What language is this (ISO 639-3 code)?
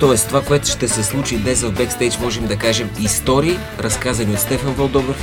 bul